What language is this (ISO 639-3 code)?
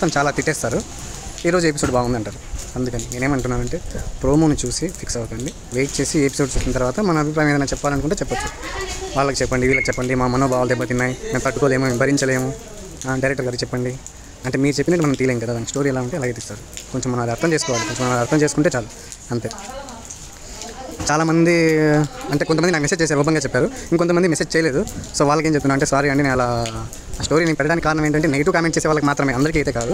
tel